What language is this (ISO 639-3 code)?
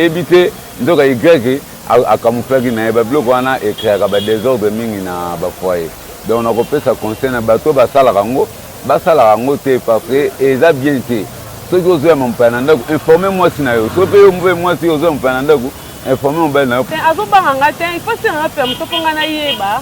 lin